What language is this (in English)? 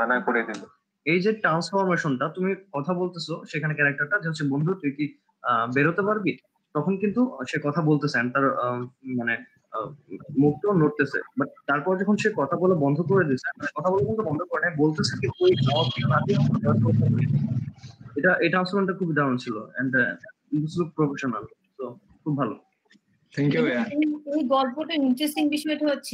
Bangla